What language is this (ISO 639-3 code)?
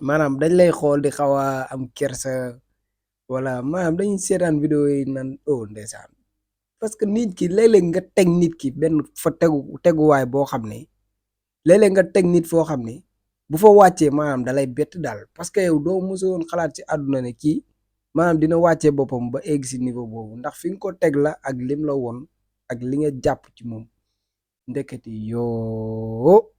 wol